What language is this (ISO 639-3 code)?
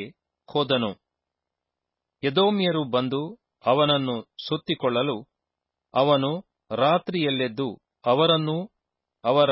kan